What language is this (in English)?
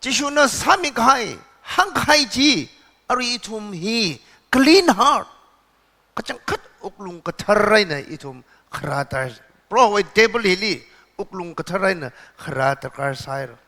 Tangkhul Naga (India)